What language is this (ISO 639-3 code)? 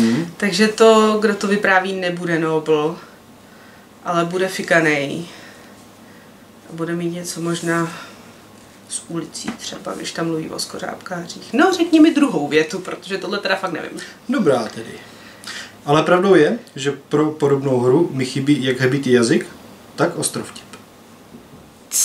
ces